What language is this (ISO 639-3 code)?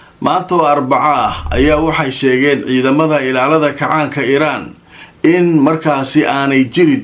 som